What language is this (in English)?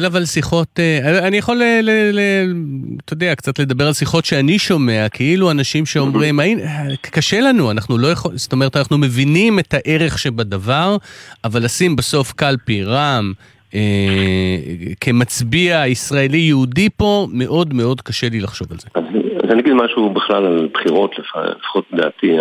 Hebrew